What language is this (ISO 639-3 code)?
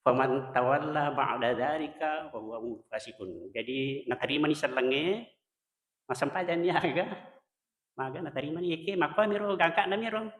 bug